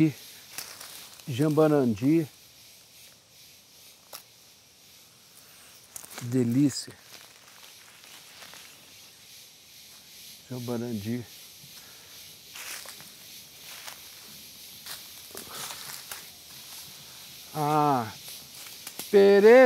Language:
Portuguese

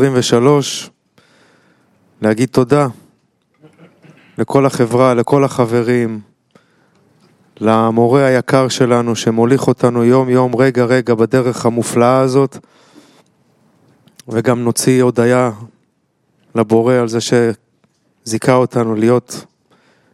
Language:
Hebrew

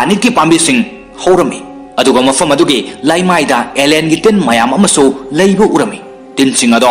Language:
Manipuri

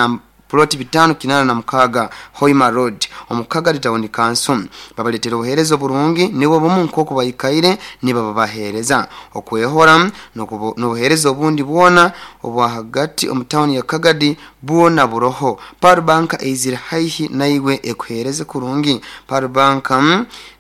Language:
Nyankole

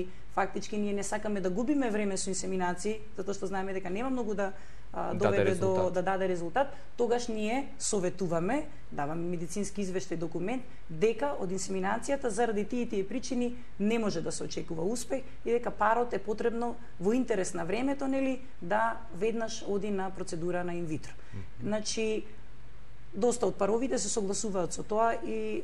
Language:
Macedonian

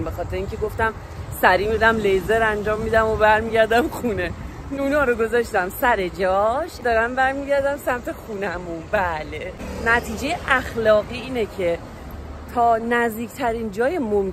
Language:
Persian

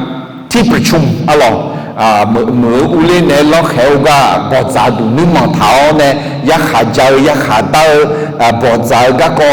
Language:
Akha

